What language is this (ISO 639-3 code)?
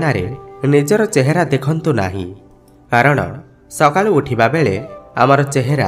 ori